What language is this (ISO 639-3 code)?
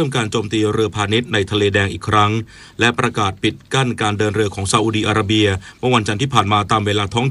tha